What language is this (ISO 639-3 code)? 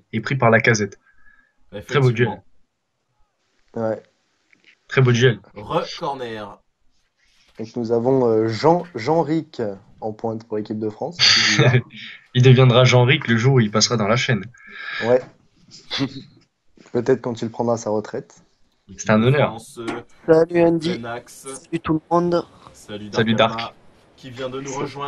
fra